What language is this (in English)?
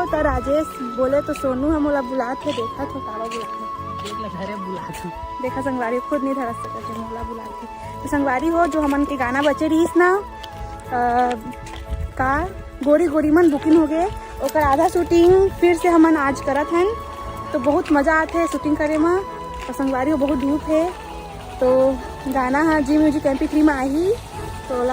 Chhattisgarhi